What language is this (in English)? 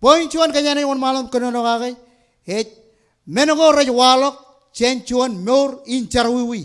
Marshallese